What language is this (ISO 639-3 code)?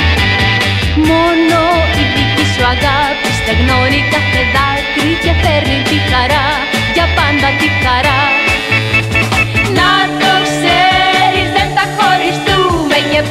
ell